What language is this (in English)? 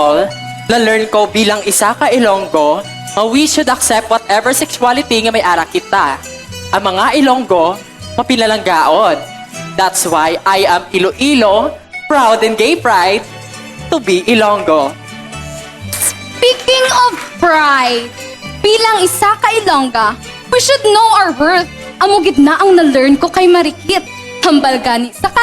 Hiligaynon